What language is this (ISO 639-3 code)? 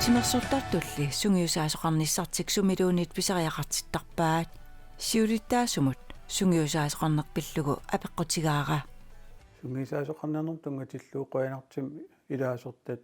kal